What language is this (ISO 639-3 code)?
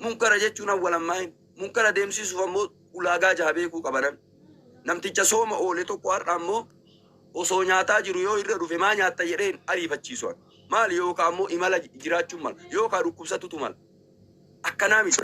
orm